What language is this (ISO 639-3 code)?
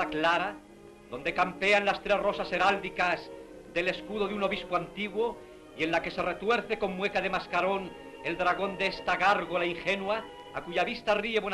lad